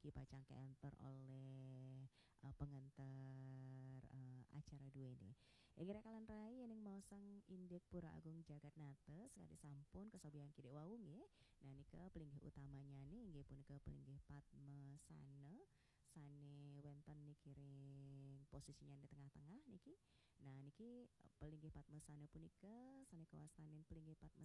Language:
Balinese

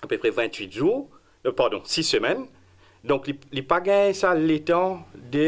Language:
Morisyen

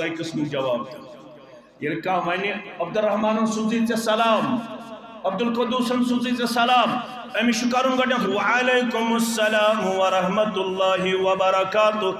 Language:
Kashmiri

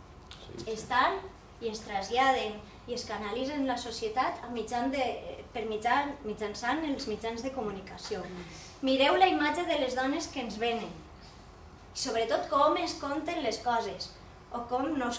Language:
Catalan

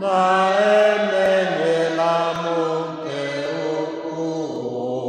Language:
Igbo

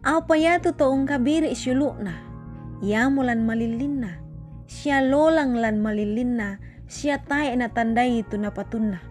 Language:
Toraja-Sa'dan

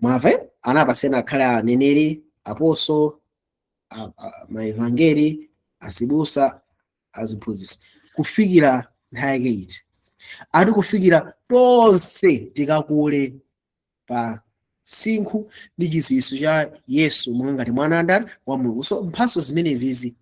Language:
Nyanja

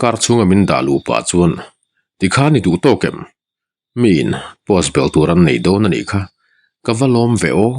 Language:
Mizo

